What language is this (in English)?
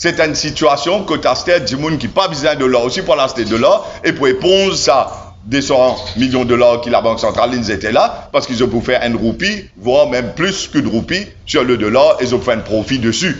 Morisyen